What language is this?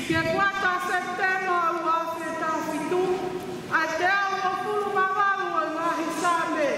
Tongan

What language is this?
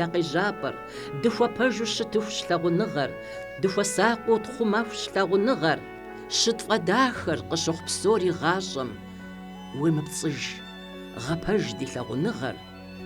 Kabardian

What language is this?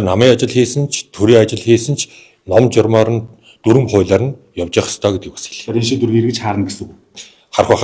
Mongolian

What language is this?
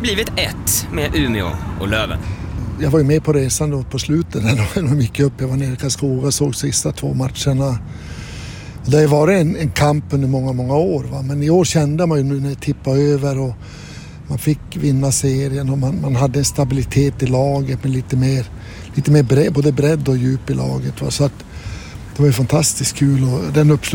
Swedish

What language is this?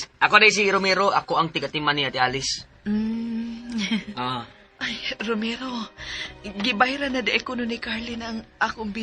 Cebuano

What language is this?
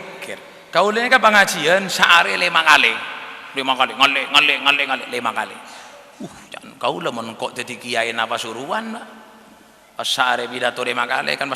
Madurese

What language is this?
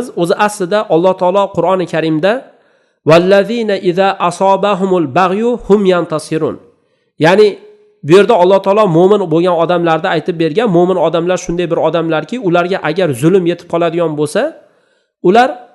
Uzbek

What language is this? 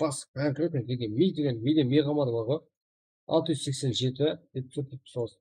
Kara-Kalpak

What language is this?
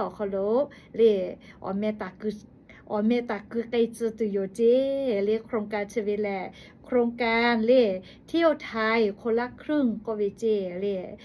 Lahu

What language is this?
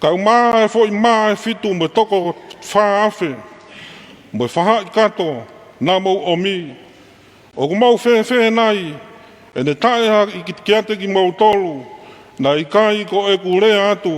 Tongan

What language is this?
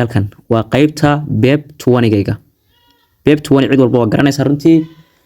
Somali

